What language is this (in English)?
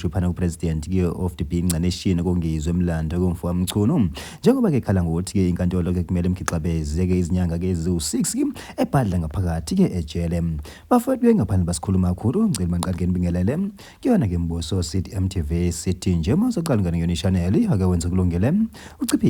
Zulu